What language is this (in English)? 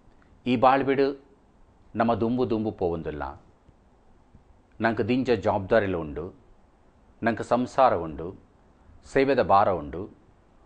Kannada